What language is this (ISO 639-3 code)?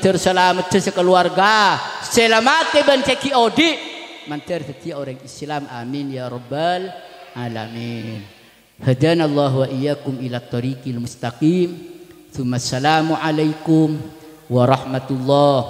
mad